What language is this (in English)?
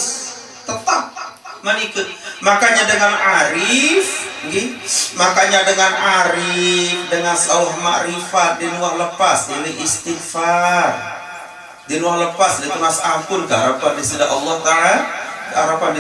Sasak